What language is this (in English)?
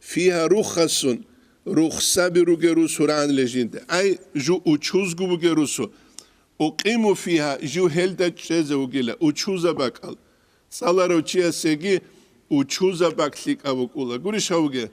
Avaric